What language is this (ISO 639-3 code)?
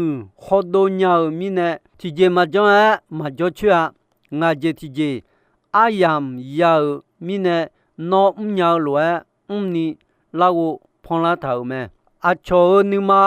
ahk